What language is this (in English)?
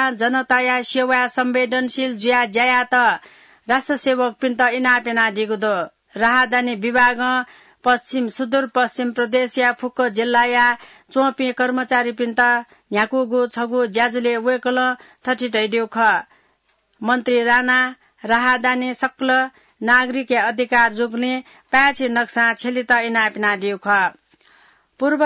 Newari